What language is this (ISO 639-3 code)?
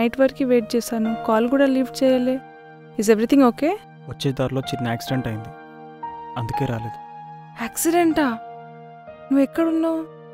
tel